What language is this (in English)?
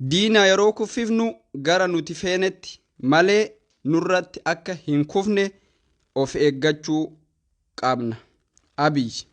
Oromo